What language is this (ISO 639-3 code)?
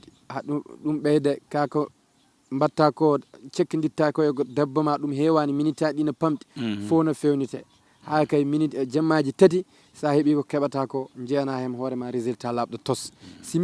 ful